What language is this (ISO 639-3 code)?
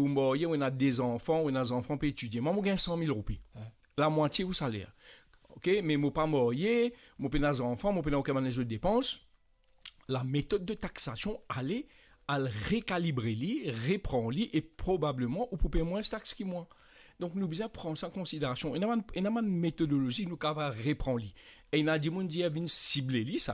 mfe